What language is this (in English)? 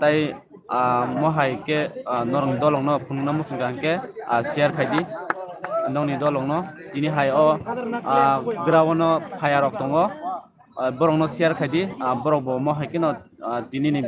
Kok Borok